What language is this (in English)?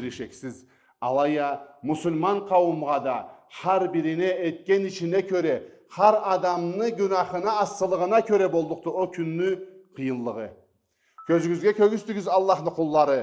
Karachay-Balkar